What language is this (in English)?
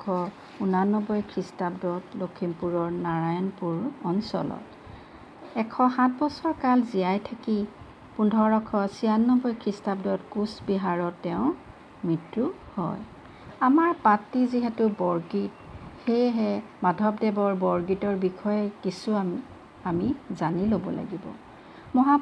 Assamese